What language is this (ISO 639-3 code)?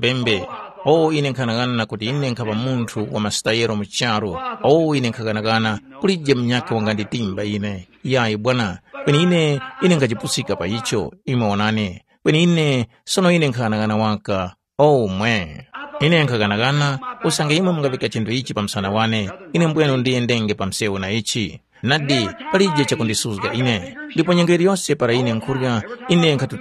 tum